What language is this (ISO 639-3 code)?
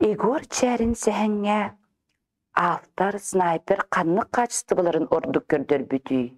sah